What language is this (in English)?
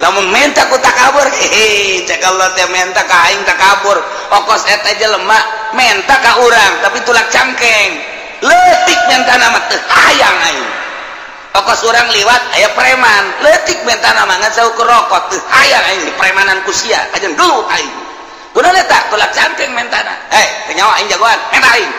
Sundanese